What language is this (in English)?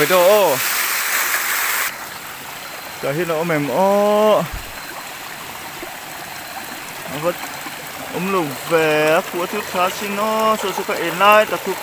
Vietnamese